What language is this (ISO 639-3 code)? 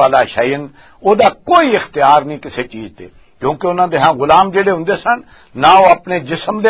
lah